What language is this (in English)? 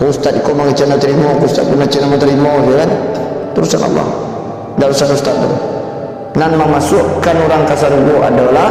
Minangkabau